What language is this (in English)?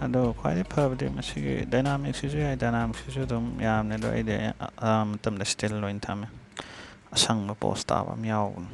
Manipuri